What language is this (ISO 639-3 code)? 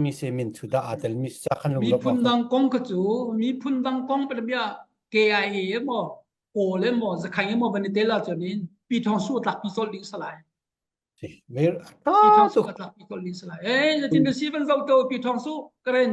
cnh